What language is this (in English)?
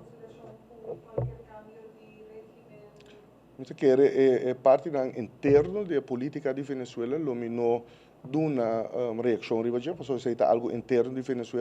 Papiamento